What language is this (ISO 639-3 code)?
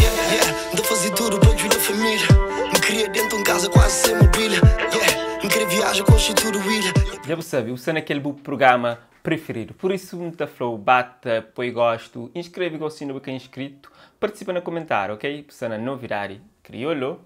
kea